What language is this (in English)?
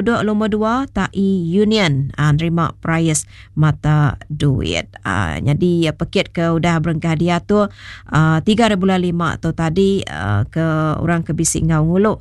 Iban